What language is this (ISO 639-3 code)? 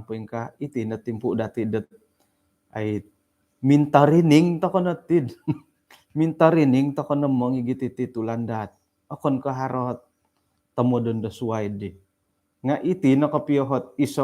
dtp